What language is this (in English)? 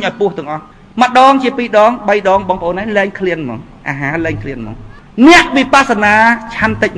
Khmer